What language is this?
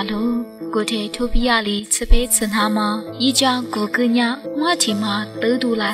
Lisu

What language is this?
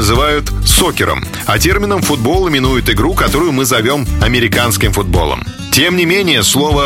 Russian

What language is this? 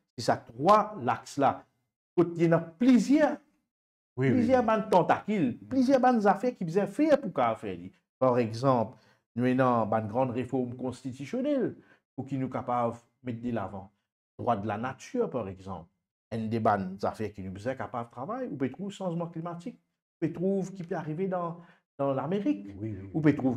Morisyen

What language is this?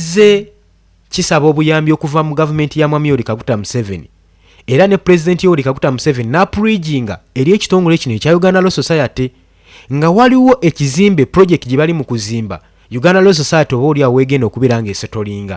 Ganda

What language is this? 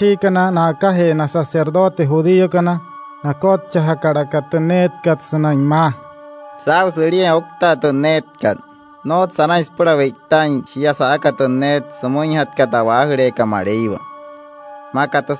Wayuu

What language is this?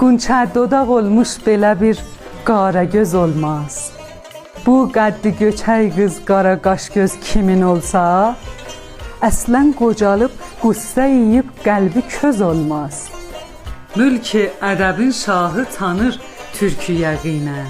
South Azerbaijani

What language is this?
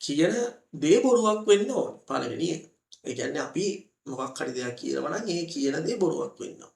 Sinhala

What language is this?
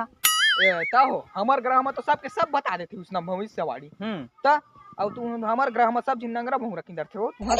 Chhattisgarhi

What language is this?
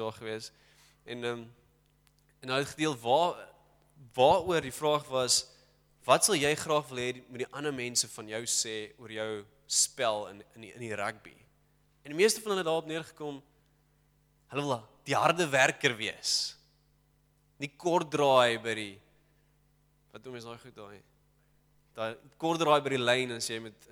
Afrikaans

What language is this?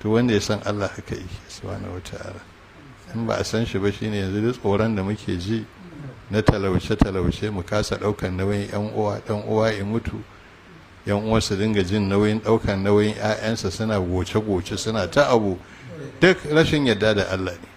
Hausa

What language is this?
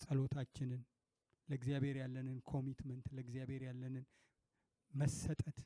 Amharic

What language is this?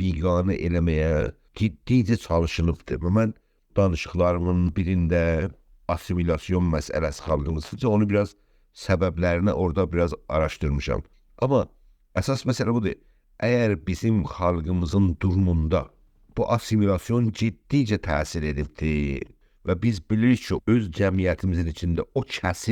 South Azerbaijani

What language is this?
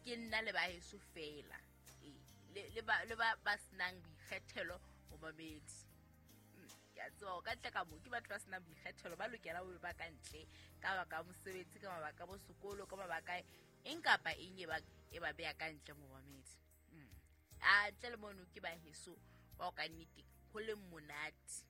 Southern Sotho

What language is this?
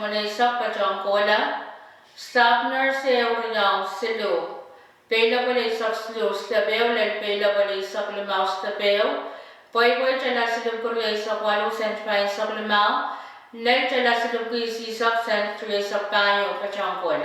Pohnpeian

